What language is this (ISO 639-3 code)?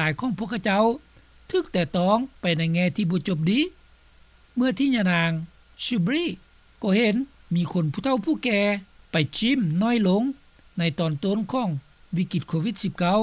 lao